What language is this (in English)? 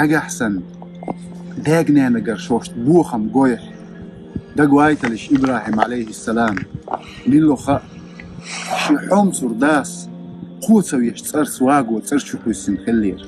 Chechen